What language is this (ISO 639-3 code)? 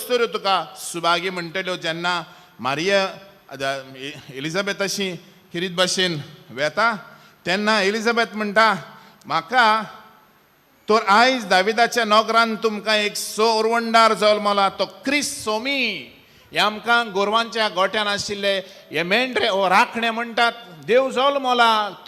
kok